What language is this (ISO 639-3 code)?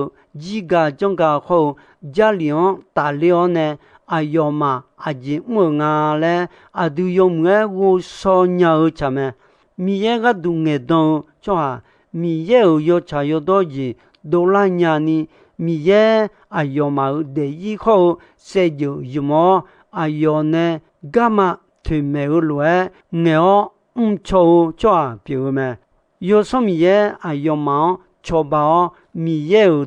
ahk